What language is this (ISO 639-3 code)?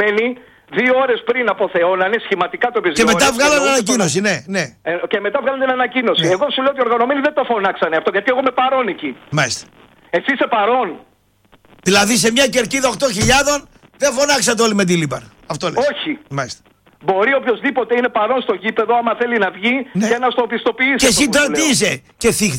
ell